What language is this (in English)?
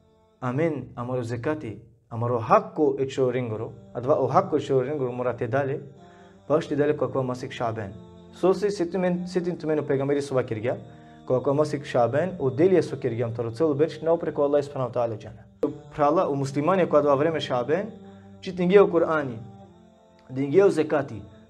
Balkan Romani